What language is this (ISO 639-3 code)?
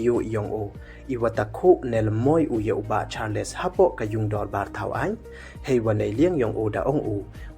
pbv